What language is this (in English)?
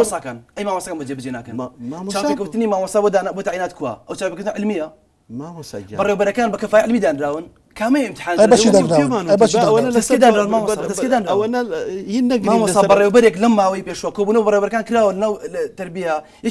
Central Kurdish